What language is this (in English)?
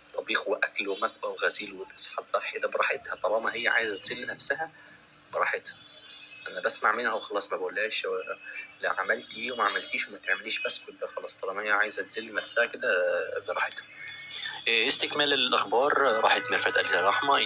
Egyptian Arabic